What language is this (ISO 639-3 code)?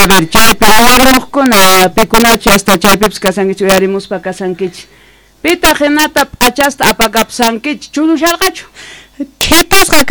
quh